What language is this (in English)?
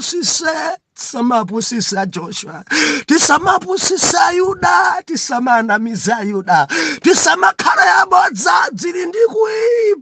Nyanja